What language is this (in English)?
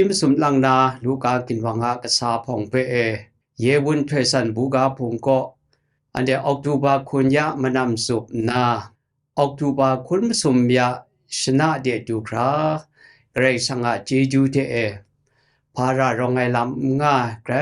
Kachin